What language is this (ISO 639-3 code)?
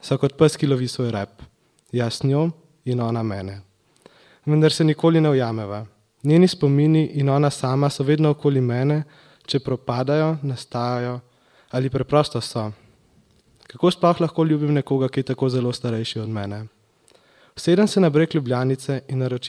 slv